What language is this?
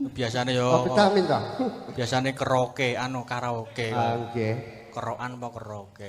Javanese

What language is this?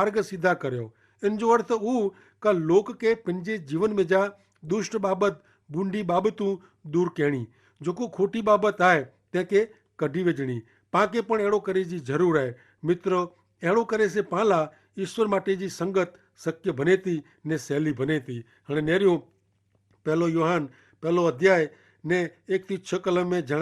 Kachhi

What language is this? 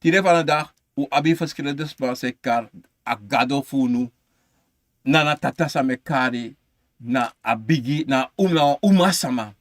Sranan Tongo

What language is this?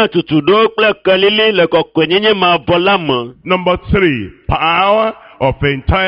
Ewe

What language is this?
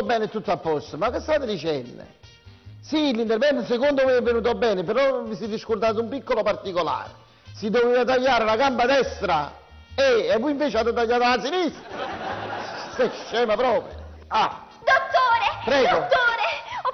Italian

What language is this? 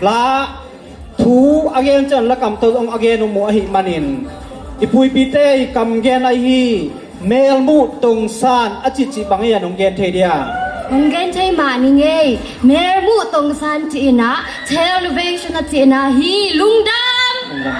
Tedim Chin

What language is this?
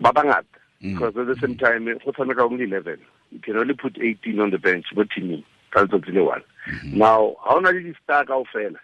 Tswana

